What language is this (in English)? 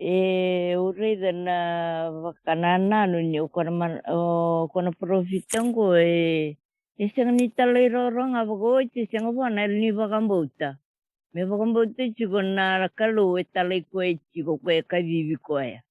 Fijian